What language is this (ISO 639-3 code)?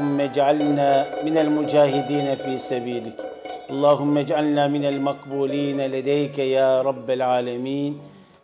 tur